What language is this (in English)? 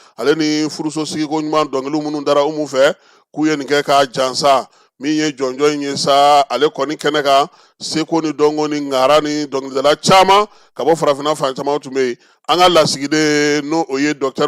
Bambara